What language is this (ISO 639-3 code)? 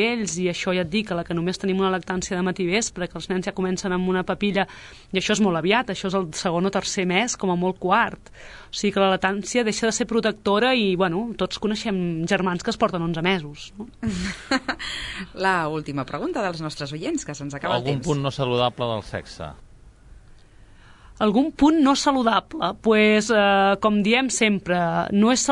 cat